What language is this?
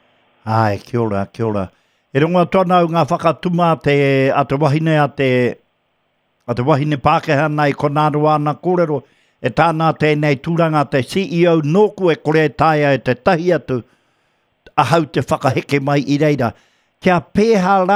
Māori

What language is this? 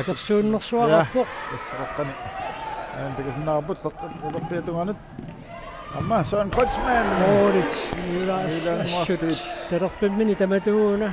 Kalaallisut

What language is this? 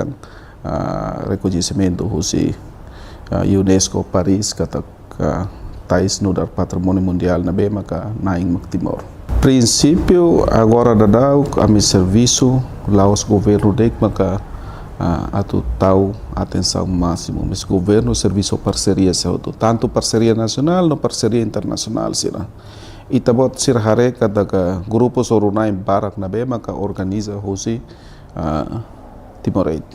Tetum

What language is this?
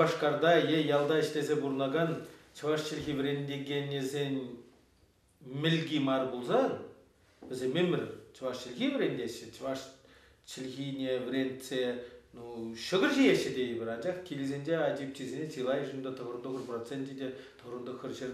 Chuvash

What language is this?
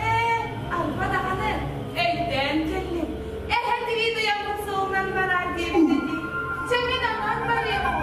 Yakut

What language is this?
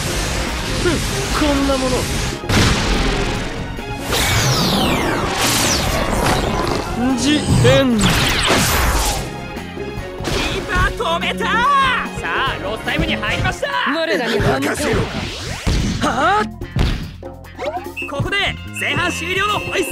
Japanese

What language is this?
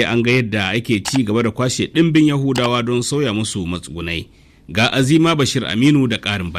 Hausa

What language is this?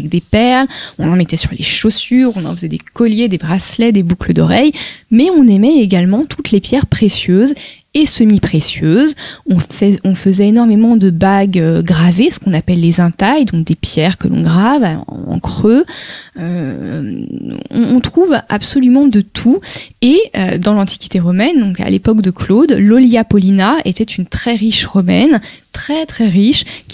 French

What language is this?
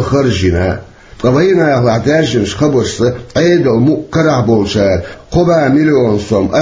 Chechen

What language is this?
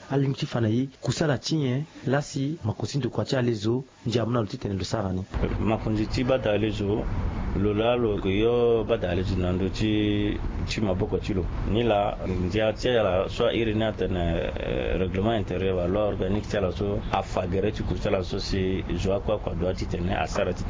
Sango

